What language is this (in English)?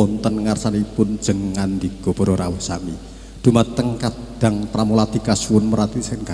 Javanese